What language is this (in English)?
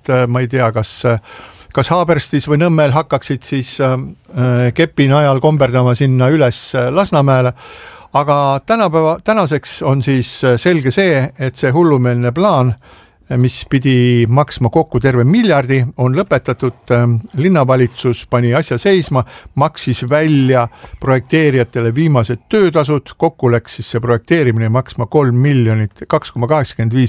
Estonian